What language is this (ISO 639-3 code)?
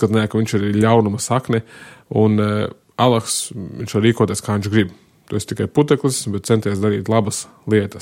lav